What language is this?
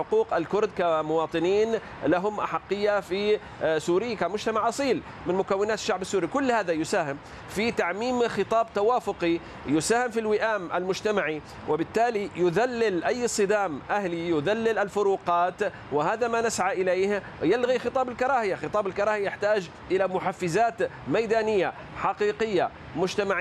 Arabic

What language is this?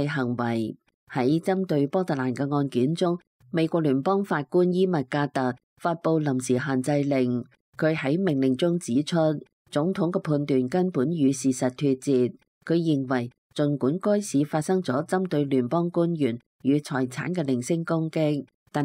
Cantonese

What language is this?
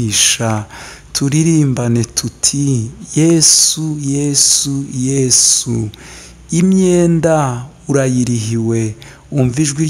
Kinyarwanda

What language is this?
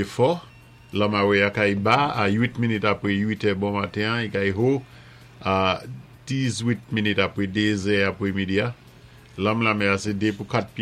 Saint Lucian Creole French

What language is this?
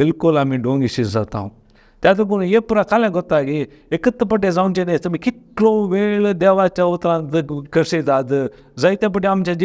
Konkani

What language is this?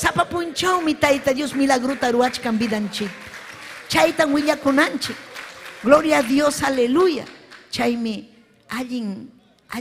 Ayacucho Quechua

